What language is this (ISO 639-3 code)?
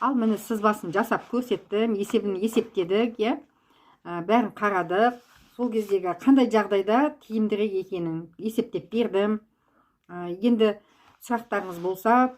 kaz